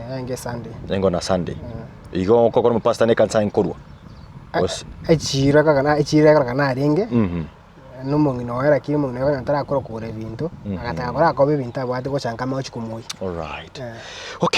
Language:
Gusii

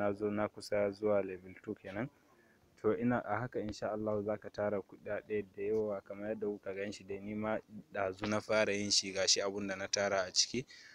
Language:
Hausa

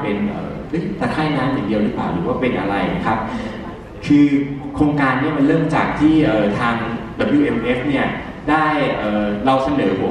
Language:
Thai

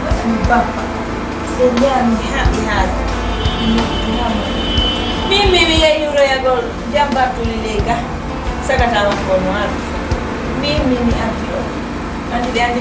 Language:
Fula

